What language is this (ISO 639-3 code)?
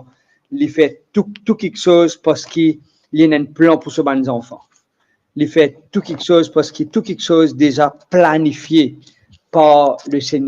mfe